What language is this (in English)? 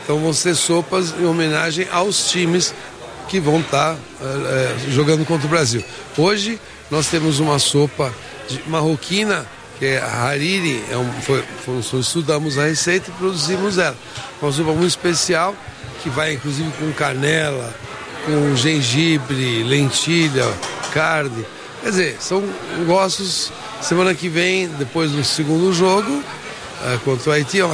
Portuguese